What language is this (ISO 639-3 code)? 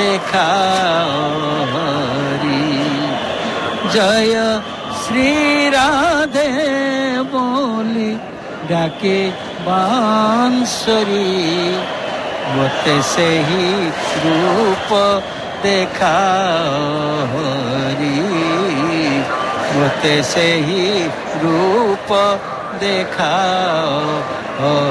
ori